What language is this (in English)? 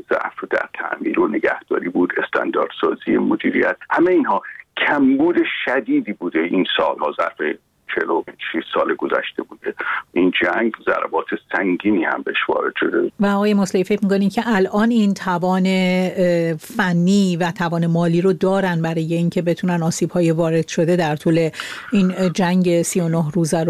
Persian